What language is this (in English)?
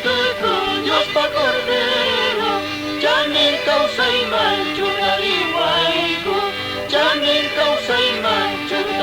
Quechua